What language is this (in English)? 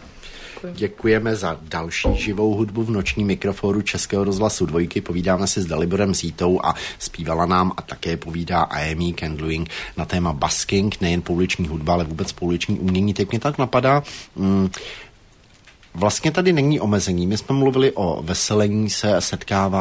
Czech